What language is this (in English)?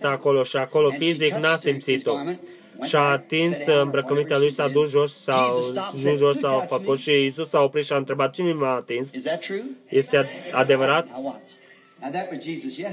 Romanian